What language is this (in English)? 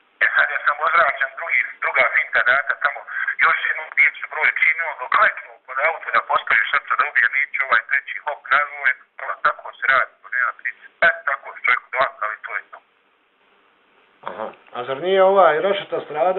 Bosnian